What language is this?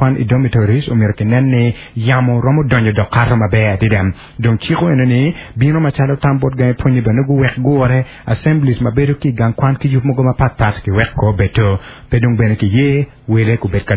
Acoli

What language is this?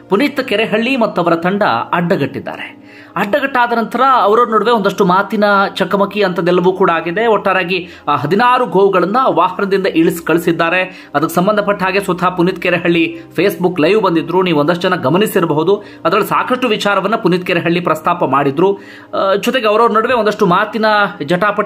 Kannada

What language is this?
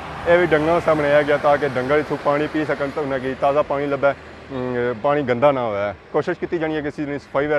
Pahari-Potwari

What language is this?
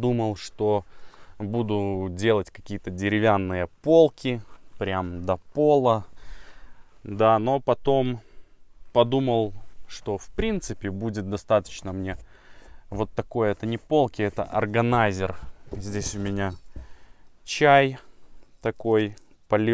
Russian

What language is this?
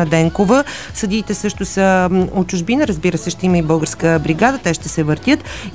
Bulgarian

